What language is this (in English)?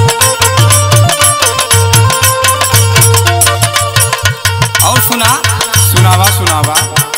Bhojpuri